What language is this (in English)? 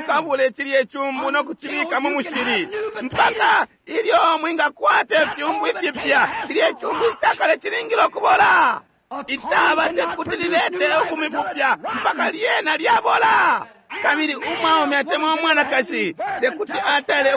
Bemba